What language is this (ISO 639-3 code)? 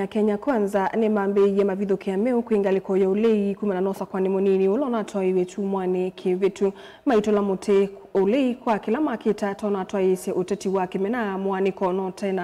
kam